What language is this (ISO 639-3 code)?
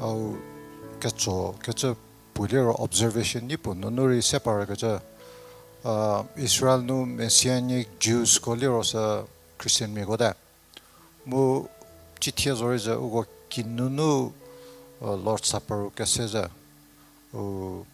njm